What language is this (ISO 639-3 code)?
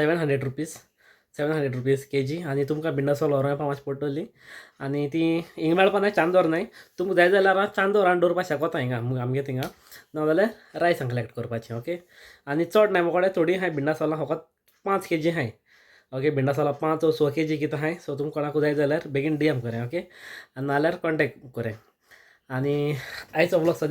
kok